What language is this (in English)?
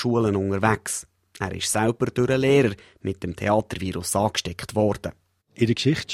German